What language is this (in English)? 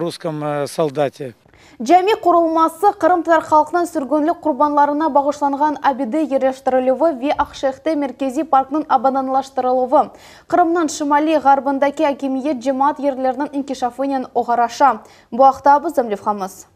Crimean Tatar